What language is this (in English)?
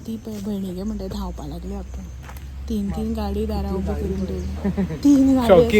Konkani